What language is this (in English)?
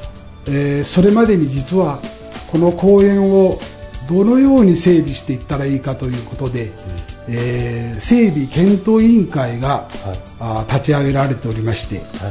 Japanese